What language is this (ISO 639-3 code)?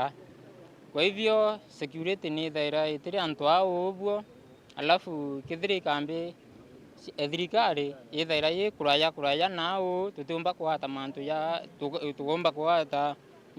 mer